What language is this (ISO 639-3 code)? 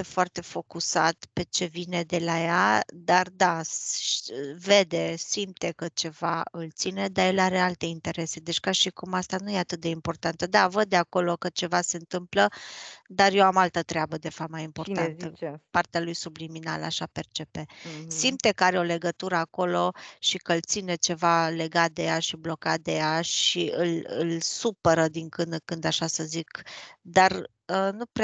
ron